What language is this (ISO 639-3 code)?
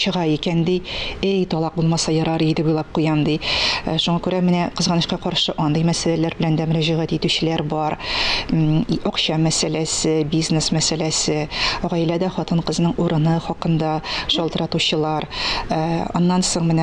tat